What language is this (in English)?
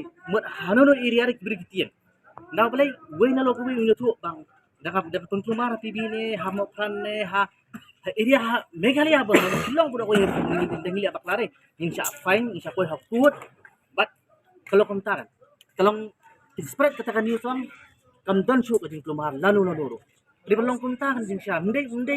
Khasi